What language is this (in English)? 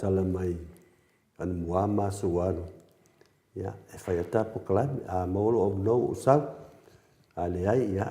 Samoan